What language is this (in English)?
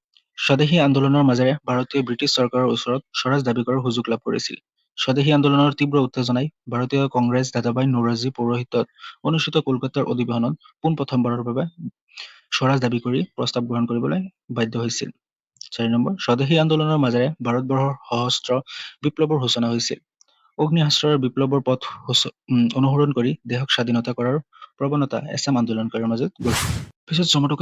Assamese